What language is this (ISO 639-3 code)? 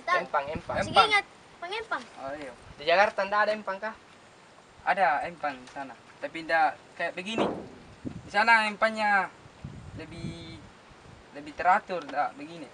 mfp